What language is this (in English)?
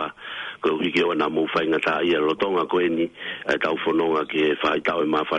Tongan